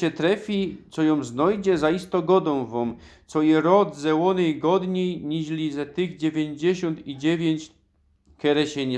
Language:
Silesian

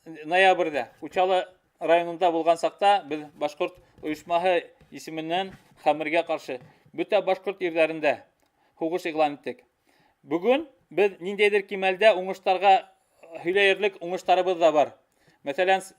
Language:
Bashkir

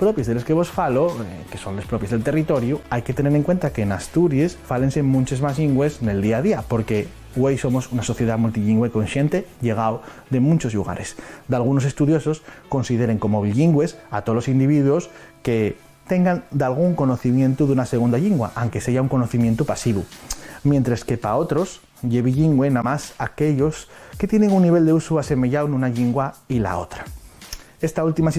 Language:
Asturian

